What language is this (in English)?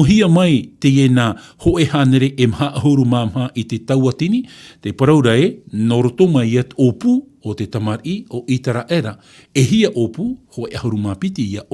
Tahitian